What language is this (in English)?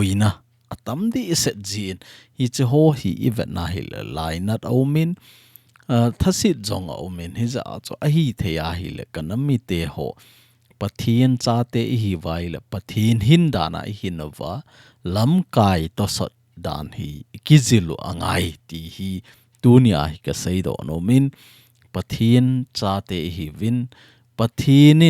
Thado Chin